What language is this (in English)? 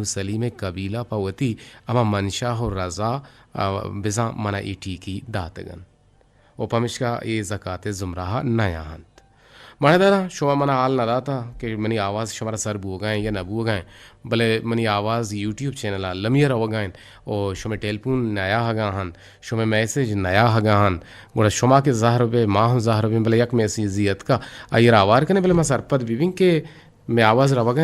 Eastern Balochi